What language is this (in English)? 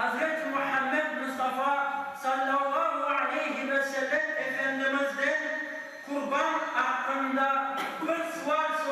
Crimean Tatar